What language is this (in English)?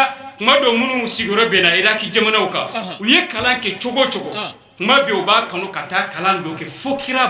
Bambara